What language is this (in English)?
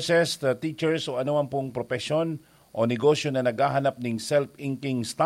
Bikol